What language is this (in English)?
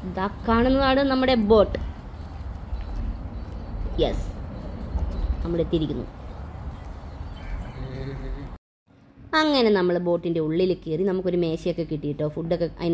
Malayalam